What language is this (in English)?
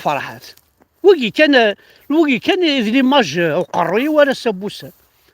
Kabyle